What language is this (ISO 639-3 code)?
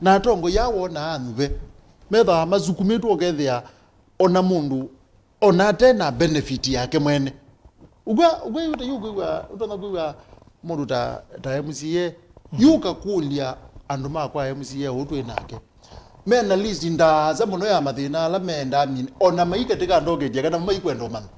kam